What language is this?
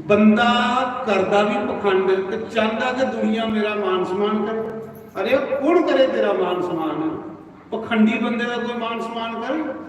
Dogri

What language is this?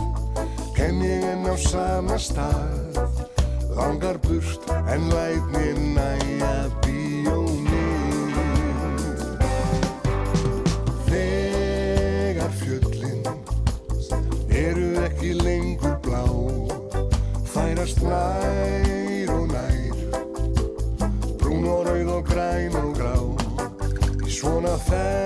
Icelandic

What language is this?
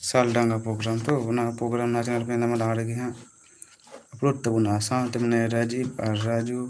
Santali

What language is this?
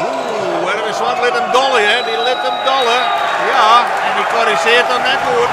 Western Frisian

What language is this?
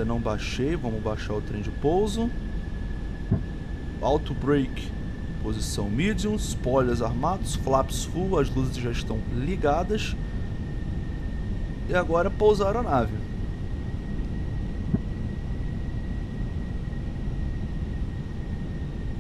Portuguese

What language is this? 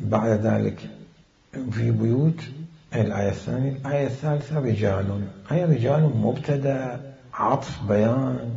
Mesopotamian Arabic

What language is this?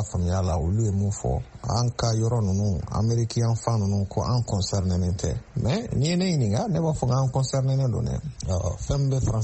Bambara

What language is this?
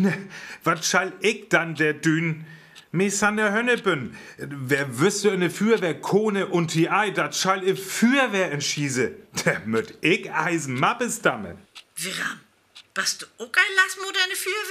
Northern Frisian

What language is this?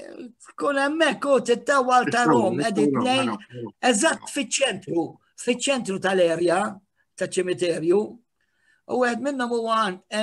Maltese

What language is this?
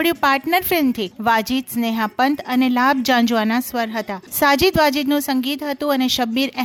Gujarati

